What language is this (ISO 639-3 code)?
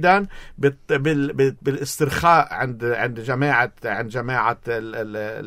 apc